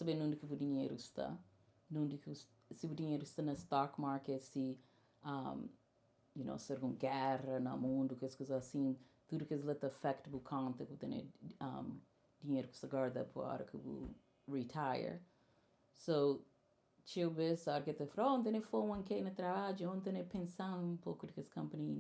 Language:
Kabuverdianu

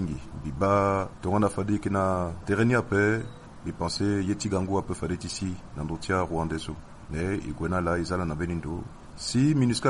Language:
Sango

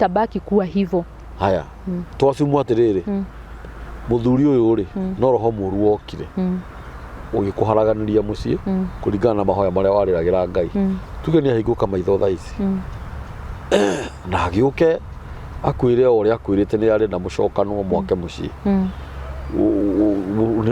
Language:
Kikuyu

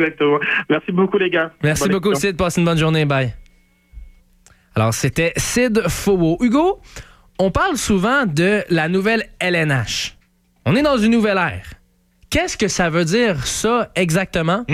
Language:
French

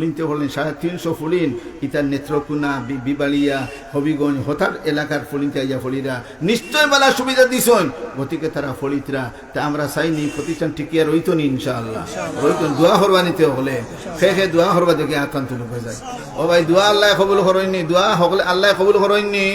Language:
Sylheti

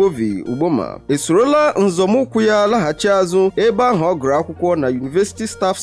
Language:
Igbo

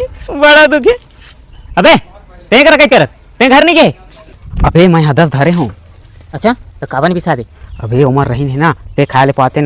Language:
Chhattisgarhi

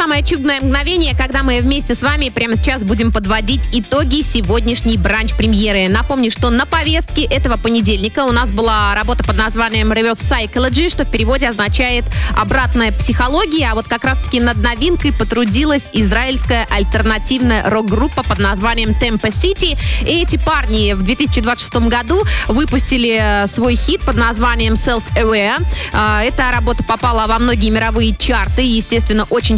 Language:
Russian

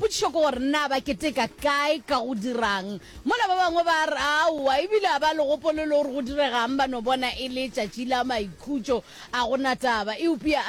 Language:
Northern Sotho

